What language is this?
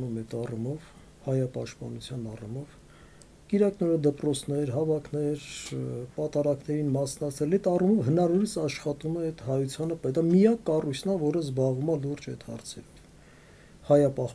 Armenian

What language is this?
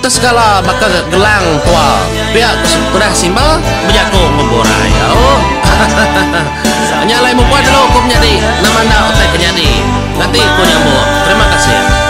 Iban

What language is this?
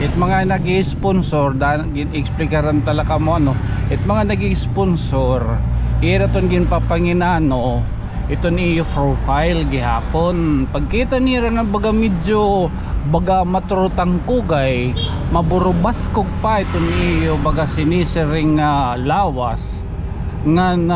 Waray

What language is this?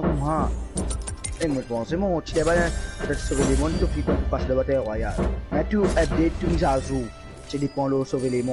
Morisyen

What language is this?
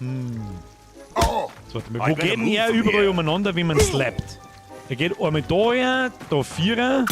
Bavarian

